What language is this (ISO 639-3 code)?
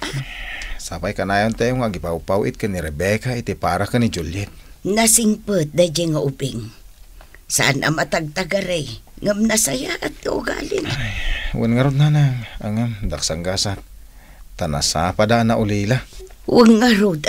ilo